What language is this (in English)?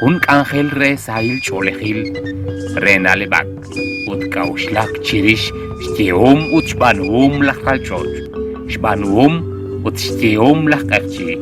Kekchí